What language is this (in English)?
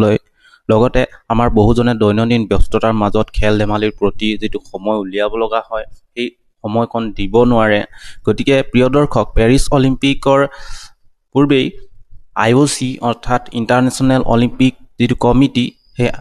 Assamese